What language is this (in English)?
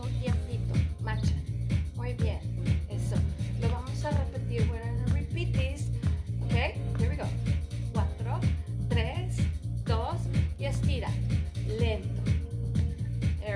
Spanish